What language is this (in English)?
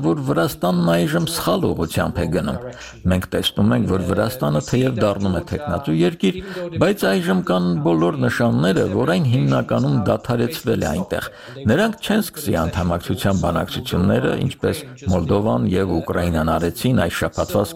Armenian